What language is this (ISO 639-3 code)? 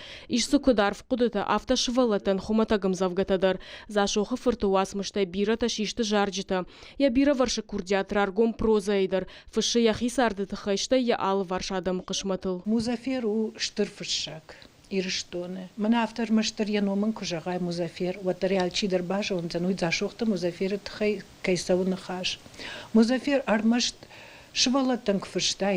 oss